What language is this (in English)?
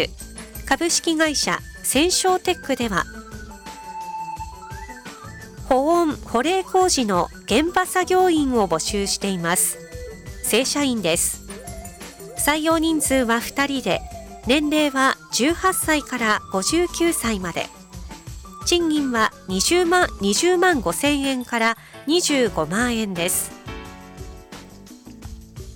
Japanese